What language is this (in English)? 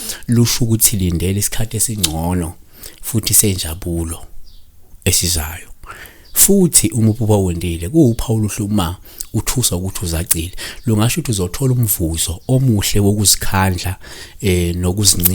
Zulu